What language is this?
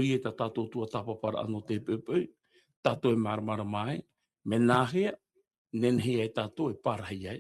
Tahitian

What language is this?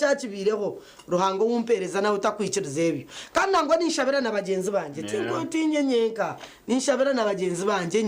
Nyankole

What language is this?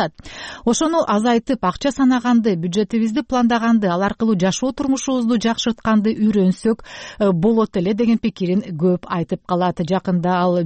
Kyrgyz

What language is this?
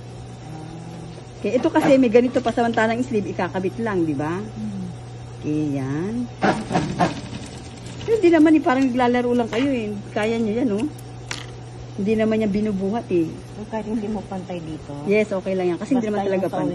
Filipino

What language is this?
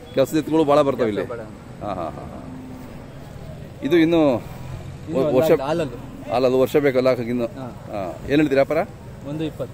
Kannada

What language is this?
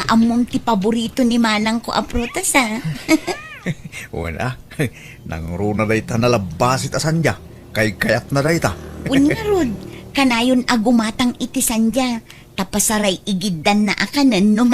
Iloko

